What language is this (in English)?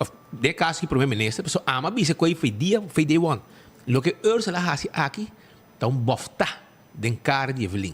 Papiamento